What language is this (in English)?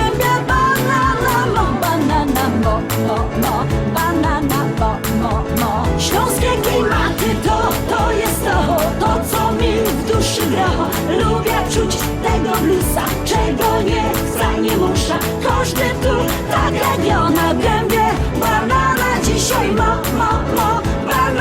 Silesian